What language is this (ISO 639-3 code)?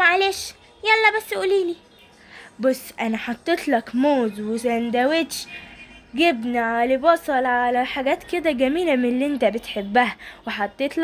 arz